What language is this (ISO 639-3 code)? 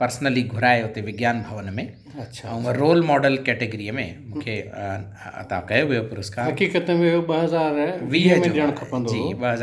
snd